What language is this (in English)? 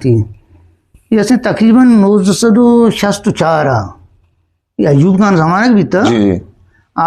Eastern Balochi